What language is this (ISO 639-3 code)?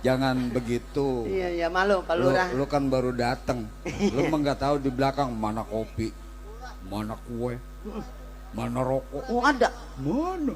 bew